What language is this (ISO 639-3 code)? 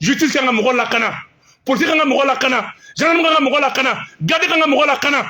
bam